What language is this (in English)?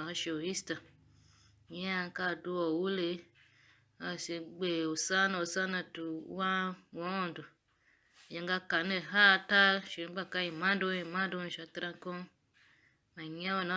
Tiv